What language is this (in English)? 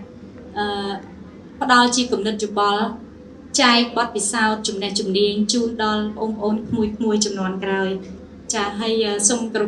Khmer